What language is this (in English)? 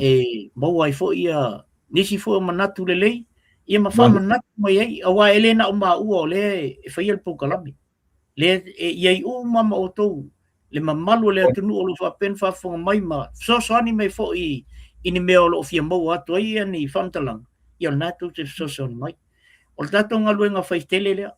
Samoan